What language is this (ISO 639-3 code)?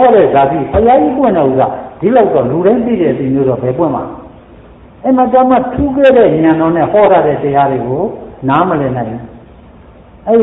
mya